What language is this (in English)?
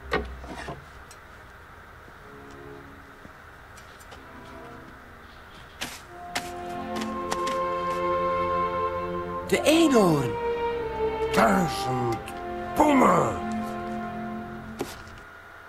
Dutch